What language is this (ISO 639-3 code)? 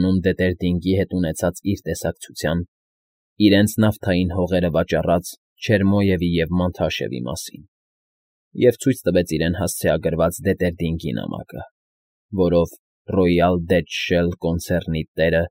hye